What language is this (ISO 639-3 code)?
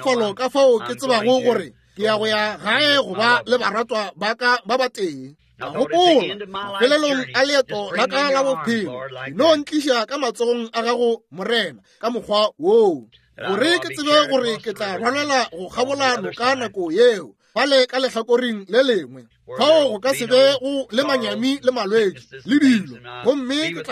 nso